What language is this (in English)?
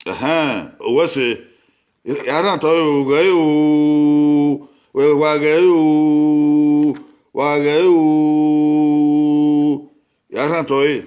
Bini